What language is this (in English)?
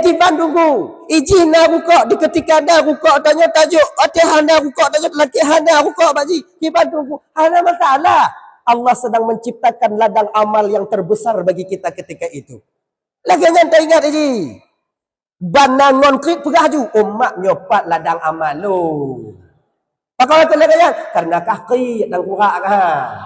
Achinese